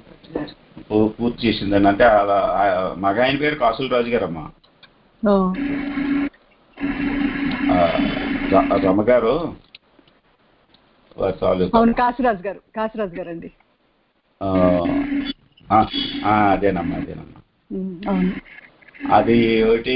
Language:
Telugu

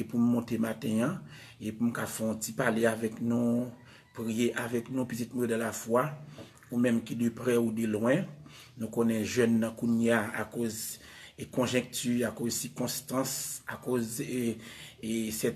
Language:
Haitian Creole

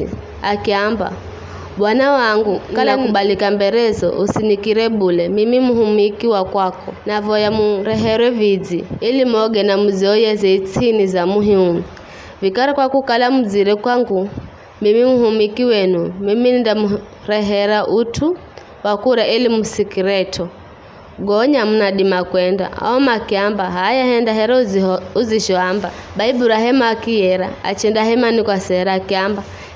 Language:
Giryama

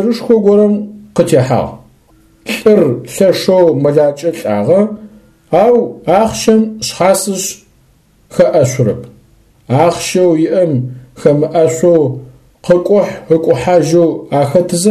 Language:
Adyghe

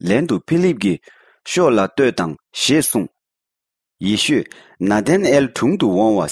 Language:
Tibetan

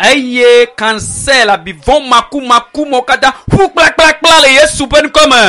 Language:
Ewe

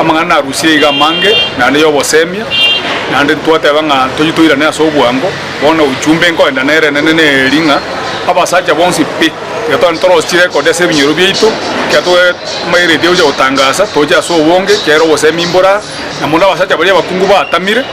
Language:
Gusii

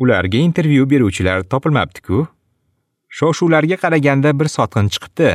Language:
Uzbek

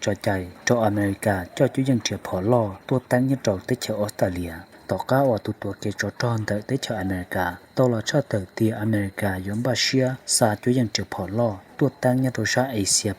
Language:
Hmong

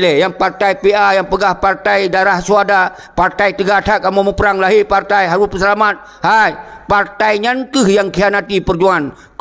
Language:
Achinese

